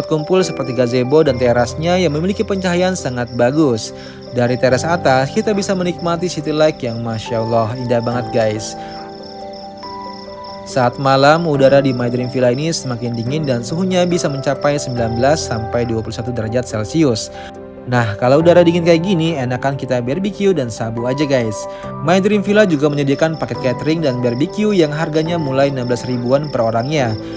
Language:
Indonesian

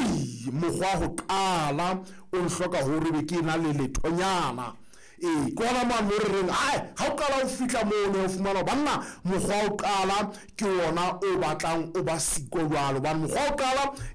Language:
Southern Sotho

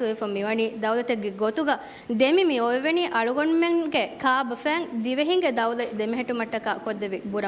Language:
Divehi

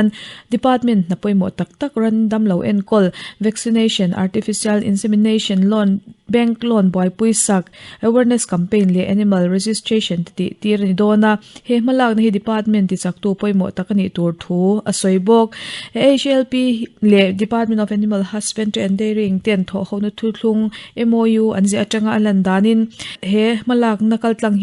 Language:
Mizo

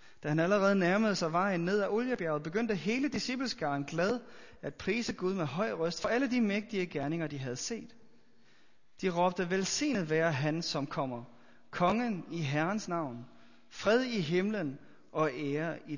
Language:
Danish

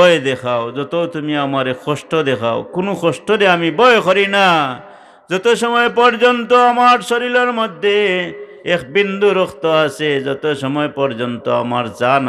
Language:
Sylheti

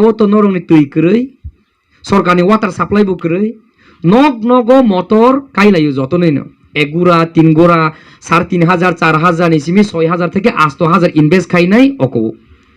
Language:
Kok Borok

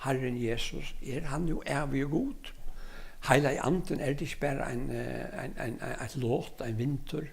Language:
Faroese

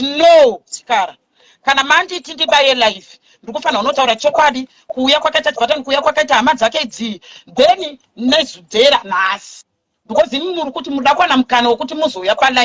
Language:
Shona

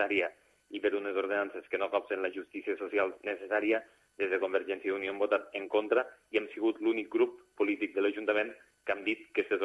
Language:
Catalan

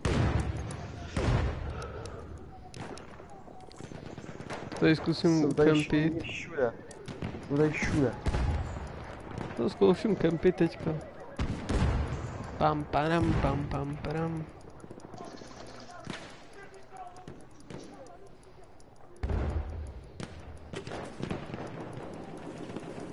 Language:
Czech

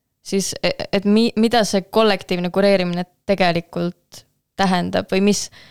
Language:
Estonian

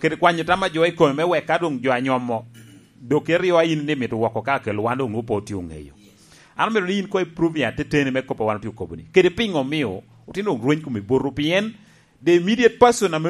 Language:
Lango (Uganda)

